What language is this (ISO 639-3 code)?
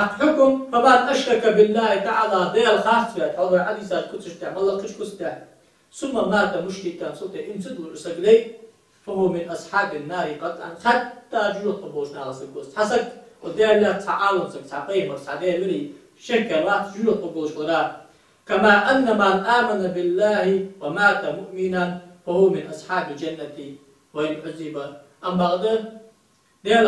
inh